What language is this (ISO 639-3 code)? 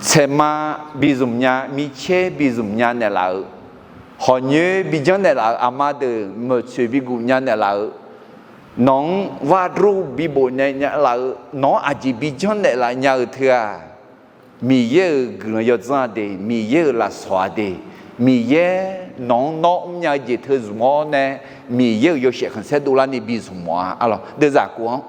ahk